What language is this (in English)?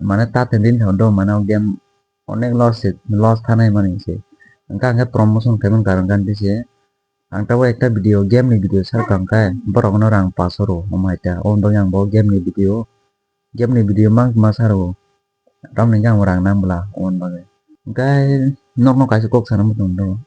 Kok Borok